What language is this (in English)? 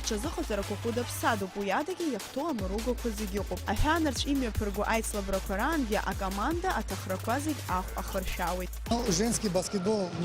Abkhazian